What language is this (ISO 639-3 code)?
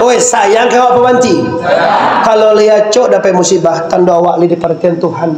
min